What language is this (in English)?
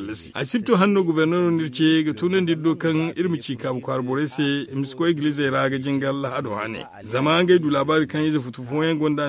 Zarma